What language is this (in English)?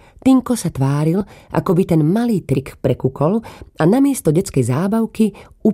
Slovak